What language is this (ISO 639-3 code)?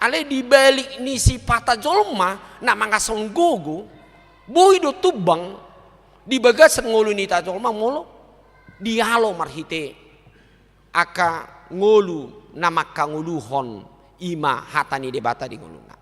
bbc